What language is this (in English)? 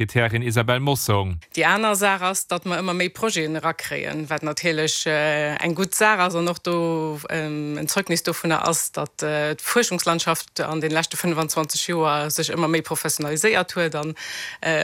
Luxembourgish